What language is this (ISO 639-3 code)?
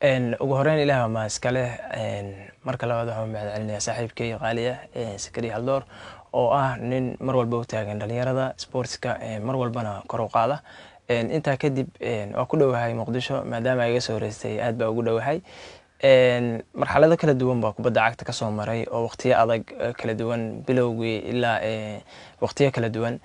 som